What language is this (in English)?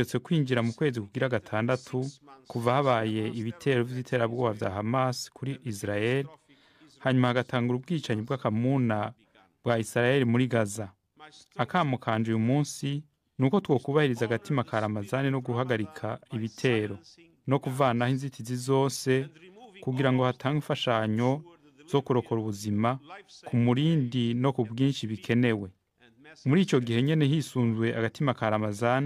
Rundi